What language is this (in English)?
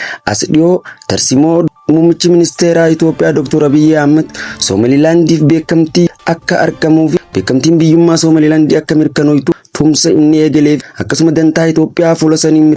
Oromo